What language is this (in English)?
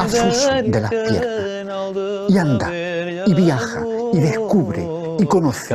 Ladino